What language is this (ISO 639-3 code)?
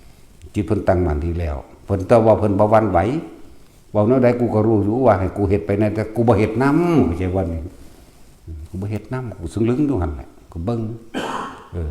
tts